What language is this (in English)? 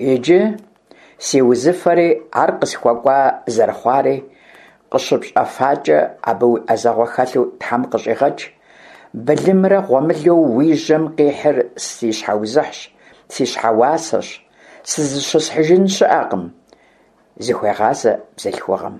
Kabardian